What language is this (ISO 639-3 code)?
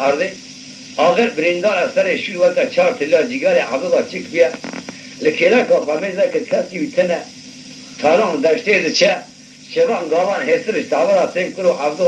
kur